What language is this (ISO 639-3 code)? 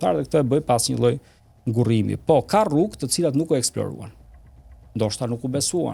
sqi